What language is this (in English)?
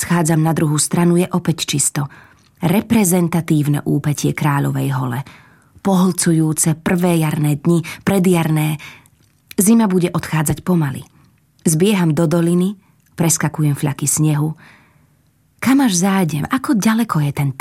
Slovak